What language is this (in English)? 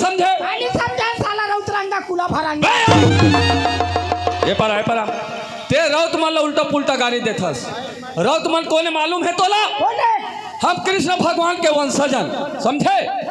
Chhattisgarhi